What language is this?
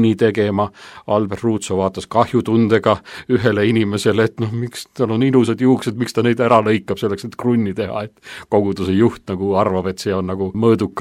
Estonian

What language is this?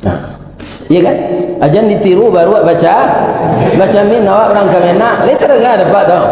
Minangkabau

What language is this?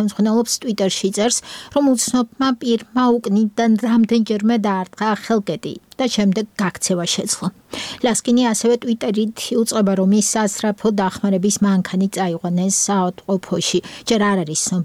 Georgian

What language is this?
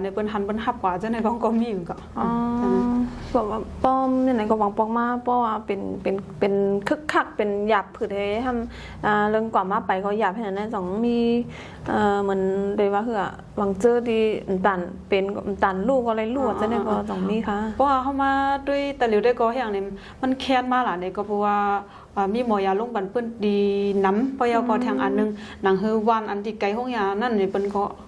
Shan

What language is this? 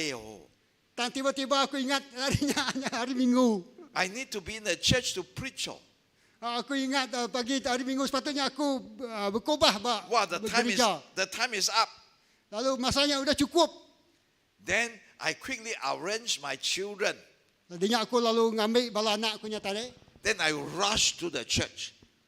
Iban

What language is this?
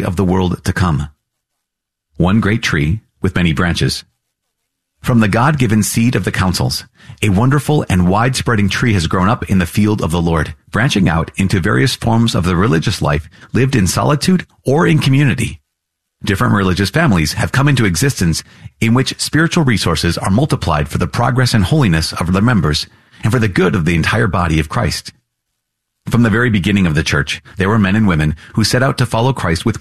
English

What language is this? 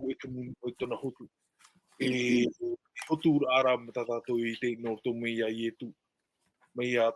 Tahitian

